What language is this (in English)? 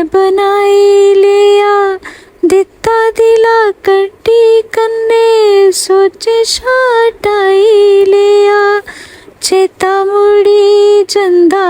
Dogri